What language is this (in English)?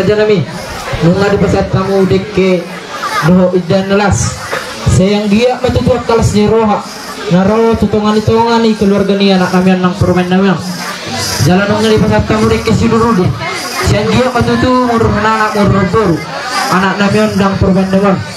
Batak Toba